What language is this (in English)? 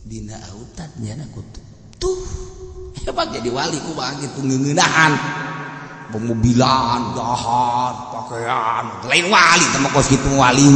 Sundanese